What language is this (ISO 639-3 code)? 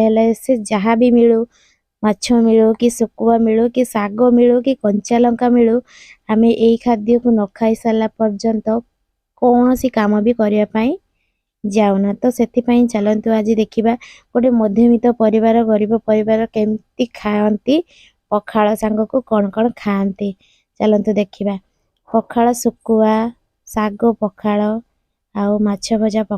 ori